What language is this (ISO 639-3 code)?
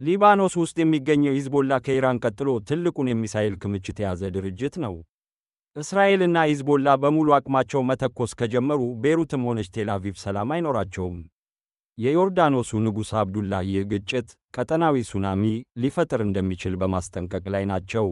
amh